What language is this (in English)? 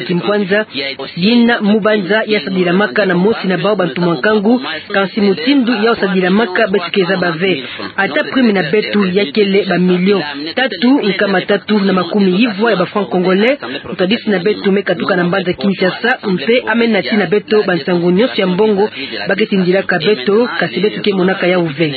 Kituba (Democratic Republic of Congo)